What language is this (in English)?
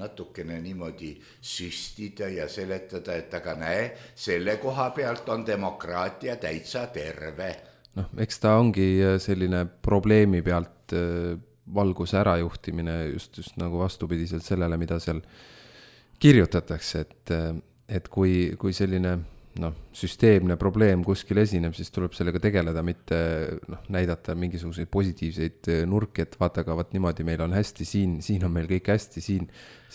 Estonian